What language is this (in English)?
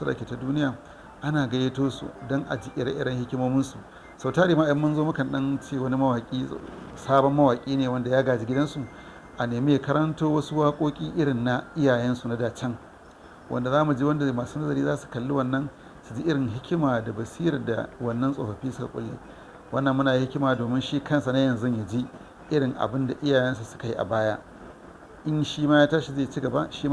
Hausa